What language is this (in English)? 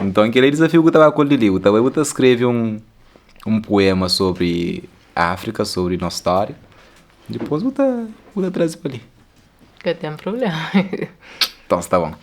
Kabuverdianu